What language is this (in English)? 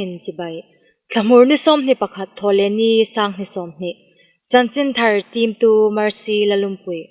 Hmar